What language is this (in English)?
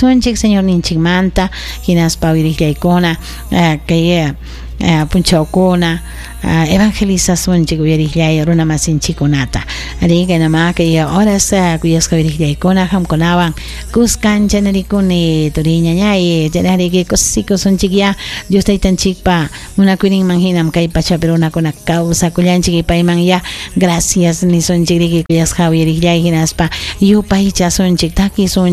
Ayacucho Quechua